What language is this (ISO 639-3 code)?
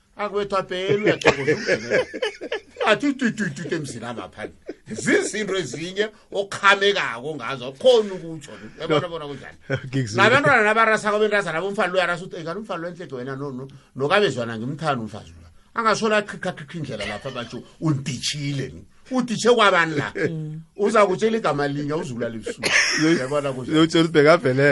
nbl